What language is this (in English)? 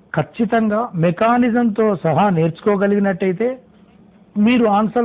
Telugu